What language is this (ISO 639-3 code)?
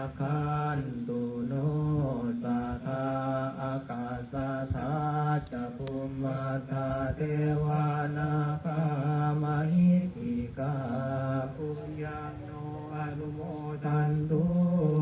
pli